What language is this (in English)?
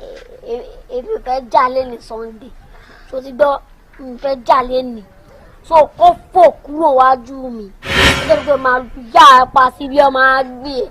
Yoruba